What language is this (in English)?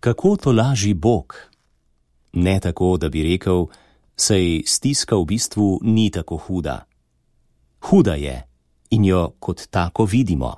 Slovenian